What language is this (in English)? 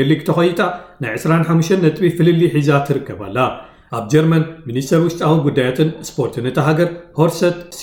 Tigrinya